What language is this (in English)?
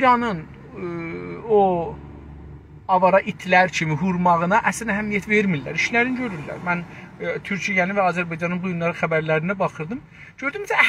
South Azerbaijani